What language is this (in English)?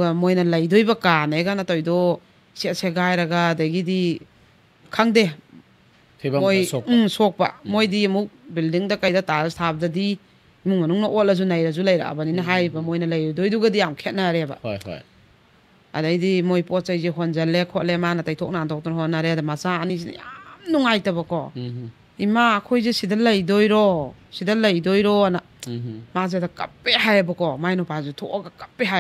Manipuri